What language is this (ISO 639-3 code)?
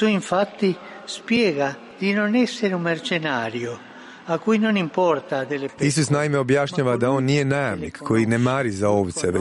hrv